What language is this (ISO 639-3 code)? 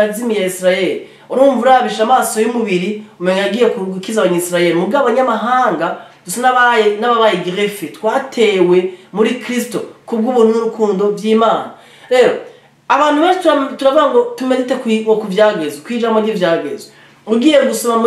run